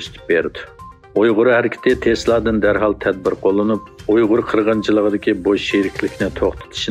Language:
Uyghur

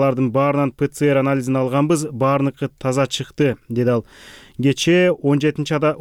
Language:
Kyrgyz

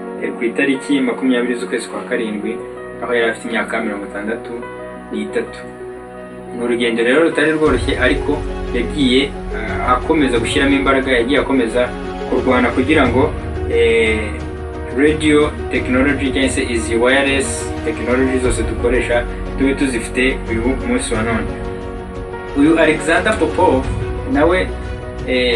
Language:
Kinyarwanda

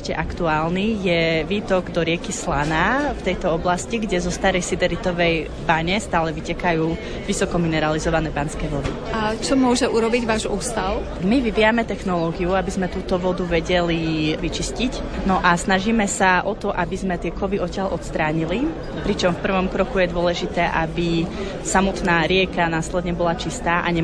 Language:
Slovak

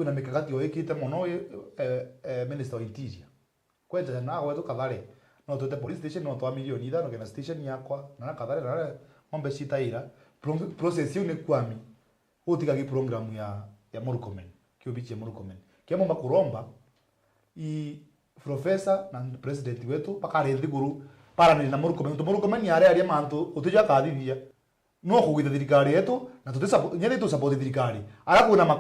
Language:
Meru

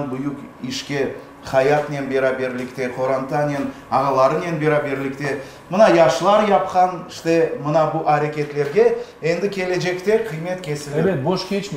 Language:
Crimean Tatar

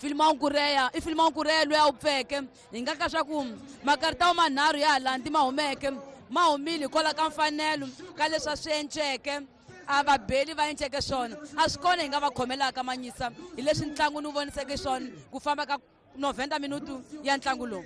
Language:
Tsonga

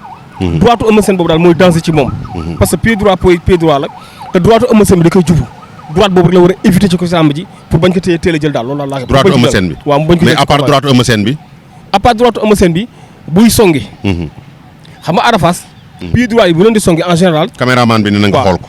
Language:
Wolof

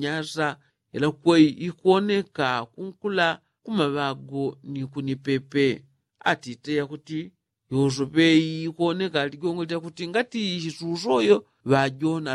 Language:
Yao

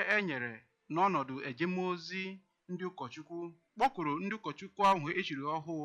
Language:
Igbo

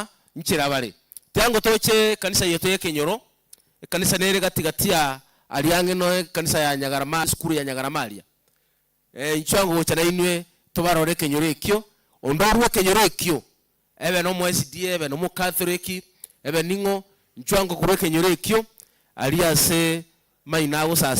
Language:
Gusii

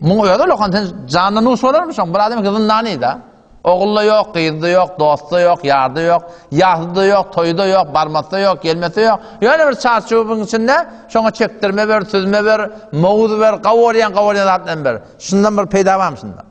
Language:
Turkmen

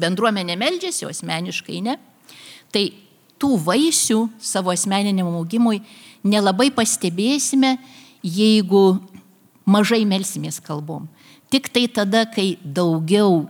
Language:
Lithuanian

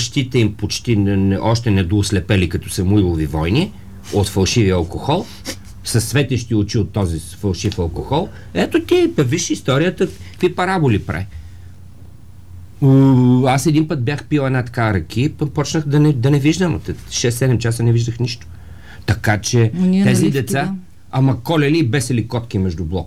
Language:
Bulgarian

